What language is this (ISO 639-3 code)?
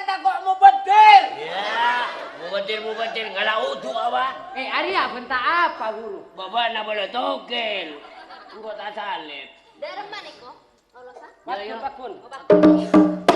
mad